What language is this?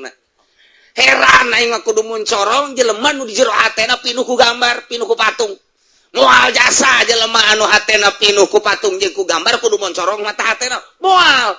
Sundanese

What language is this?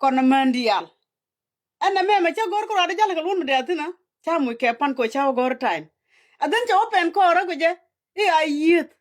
Nuer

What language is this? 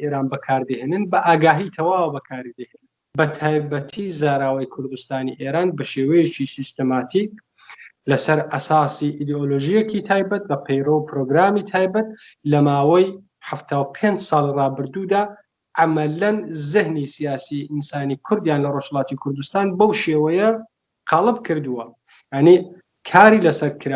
Central Kurdish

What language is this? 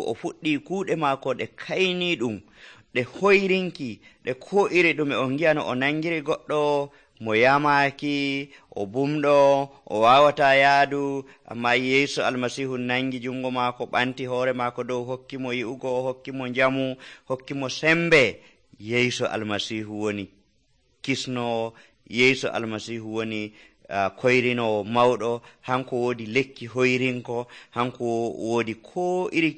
Nigerian Fulfulde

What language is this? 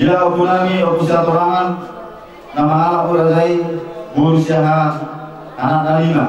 Batak Toba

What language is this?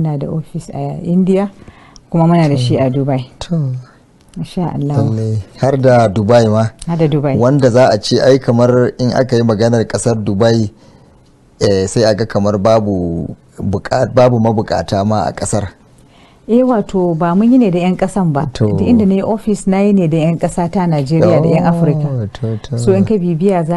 Hausa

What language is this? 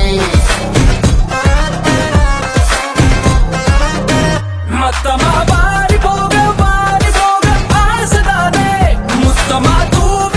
Tamil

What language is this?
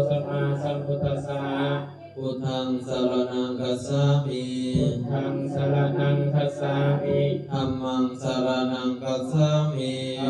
Pali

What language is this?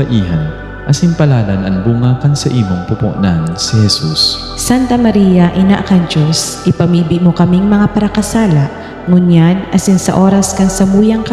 Bikol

